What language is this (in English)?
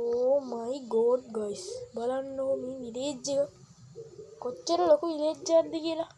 Sinhala